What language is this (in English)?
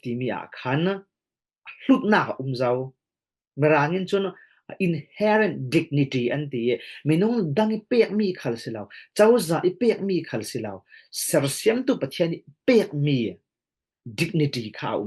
Falam Chin